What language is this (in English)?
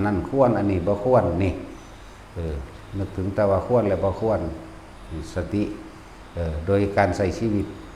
Northeastern Thai